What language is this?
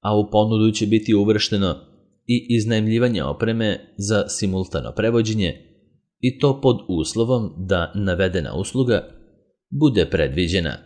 Serbian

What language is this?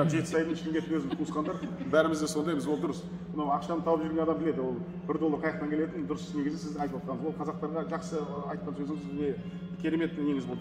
Kazakh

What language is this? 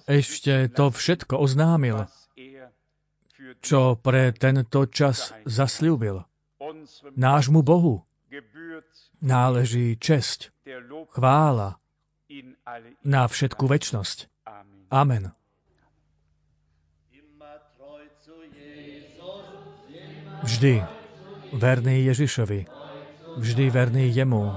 Slovak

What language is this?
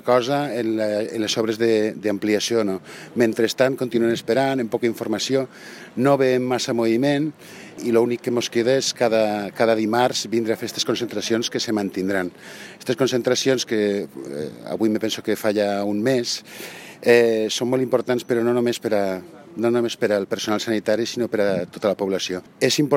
Catalan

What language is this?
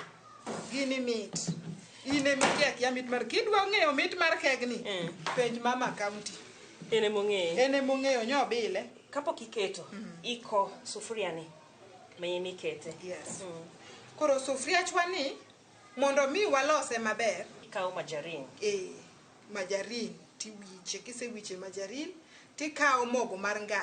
Luo (Kenya and Tanzania)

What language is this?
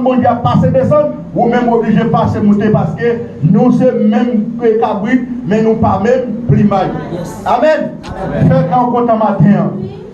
Haitian Creole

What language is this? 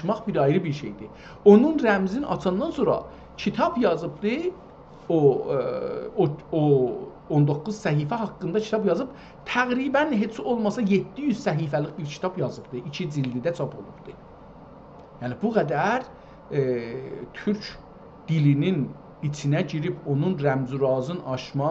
South Azerbaijani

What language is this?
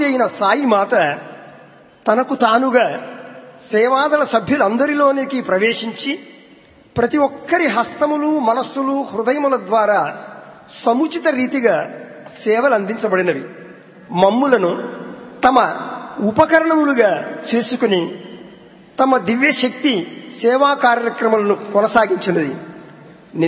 Telugu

